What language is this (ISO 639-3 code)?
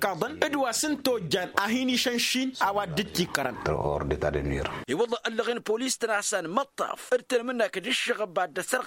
taq